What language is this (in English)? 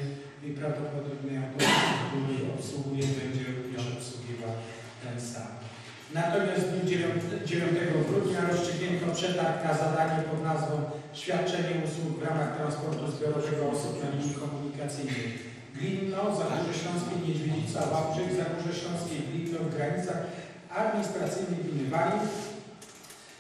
Polish